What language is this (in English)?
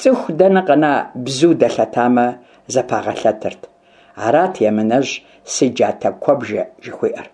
Kabardian